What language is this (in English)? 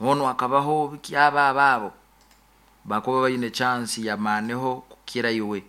Nyoro